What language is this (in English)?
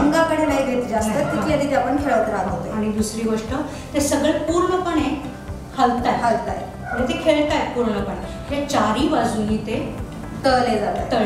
Marathi